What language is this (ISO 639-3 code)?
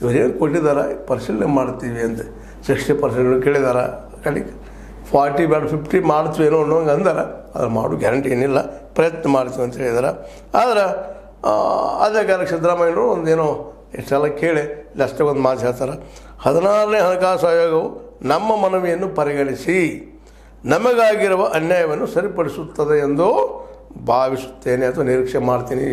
kan